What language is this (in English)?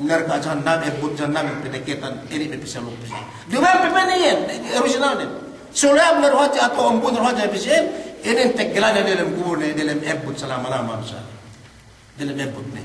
Yakan